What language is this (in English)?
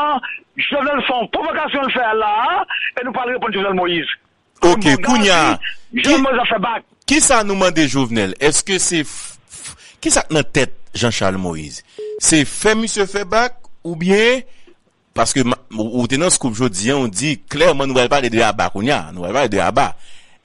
Haitian Creole